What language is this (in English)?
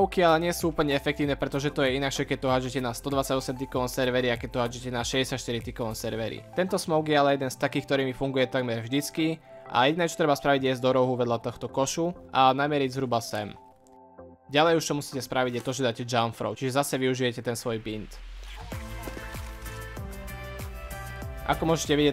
Slovak